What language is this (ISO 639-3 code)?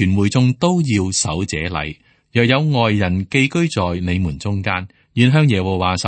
yue